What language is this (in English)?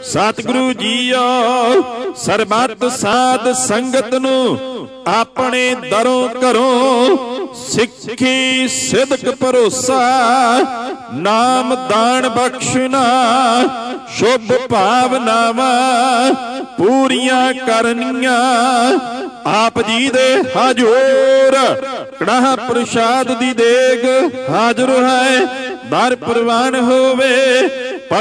Punjabi